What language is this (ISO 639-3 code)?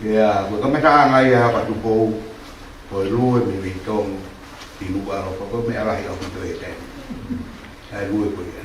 ton